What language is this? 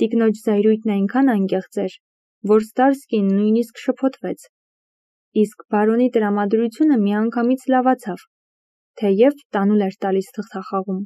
Armenian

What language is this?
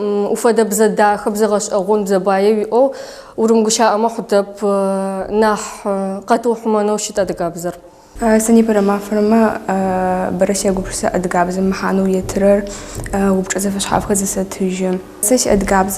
Adyghe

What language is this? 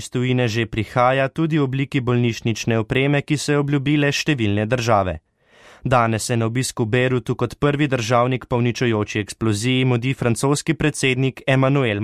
Slovenian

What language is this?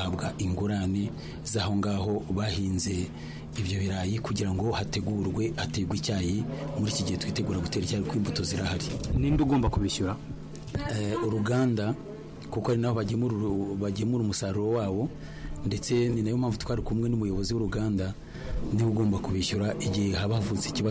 Kinyarwanda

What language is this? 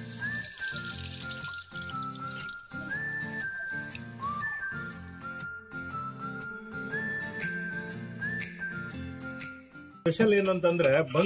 Kannada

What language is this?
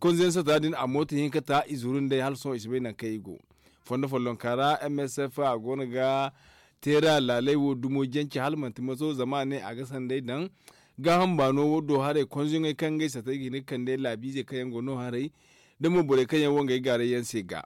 Zarma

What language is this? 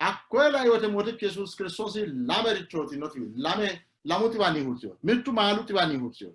Sidamo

